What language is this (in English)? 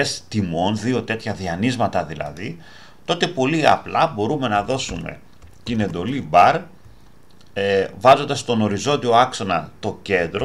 Greek